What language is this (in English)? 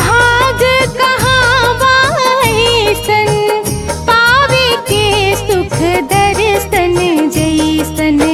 Bhojpuri